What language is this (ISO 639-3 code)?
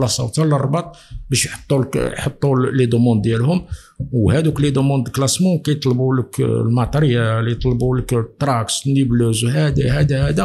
ary